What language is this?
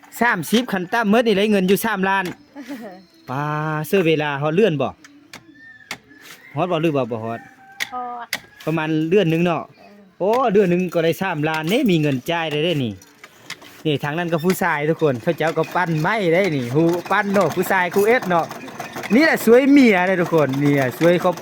Lao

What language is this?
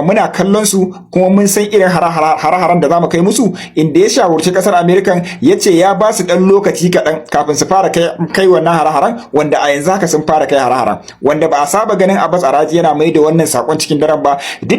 Hausa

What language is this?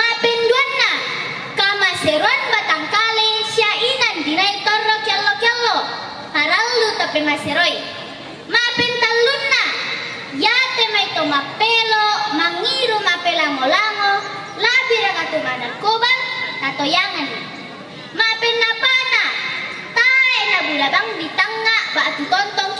Toraja-Sa'dan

